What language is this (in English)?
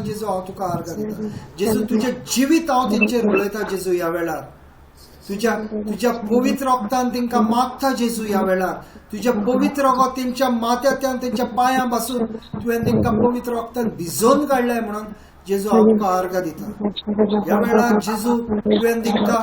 Konkani